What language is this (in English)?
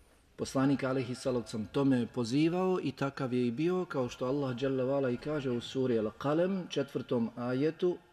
Bosnian